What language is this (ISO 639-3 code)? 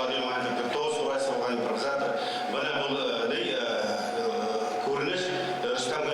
bak